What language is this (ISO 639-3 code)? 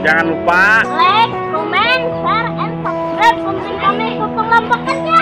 bjn